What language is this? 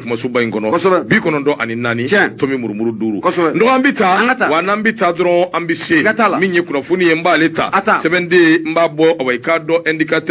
Bambara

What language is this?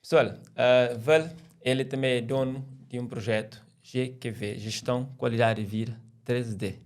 Kabuverdianu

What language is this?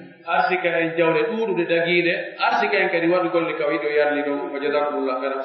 Fula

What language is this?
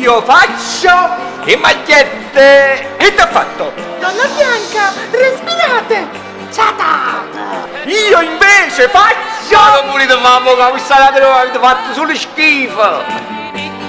Neapolitan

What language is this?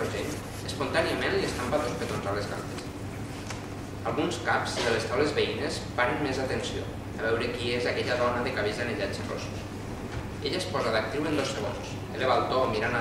Catalan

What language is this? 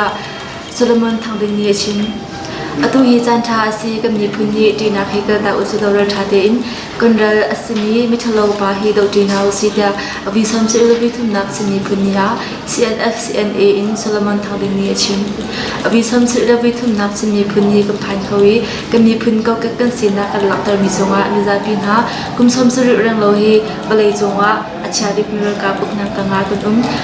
Hakha Chin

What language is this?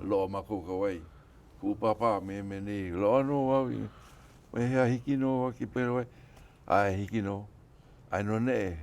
Hawaiian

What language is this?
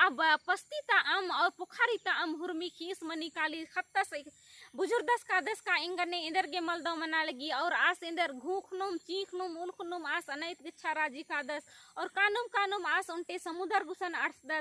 Kurukh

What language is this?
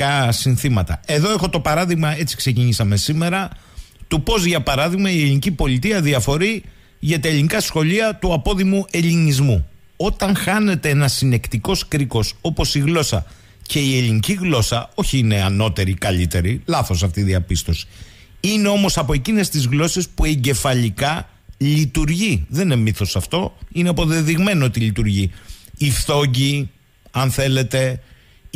Greek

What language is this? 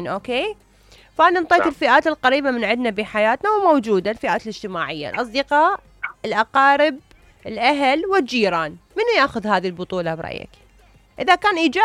Mesopotamian Arabic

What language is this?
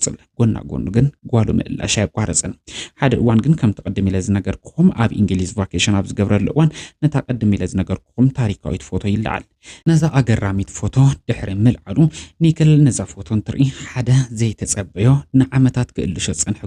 Tigrinya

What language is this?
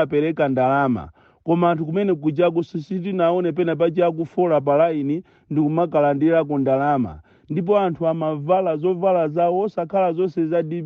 Nyanja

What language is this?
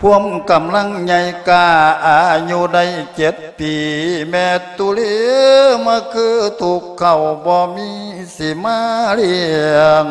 Lao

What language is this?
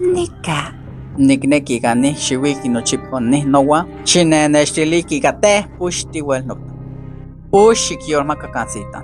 Isthmus-Mecayapan Nahuatl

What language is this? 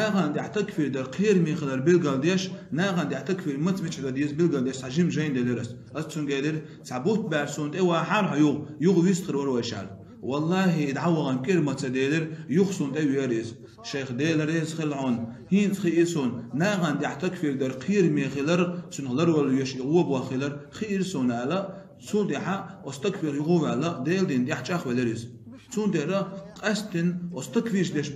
Chechen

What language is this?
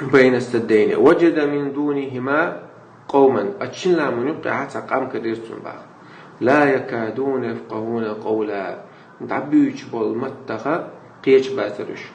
Chechen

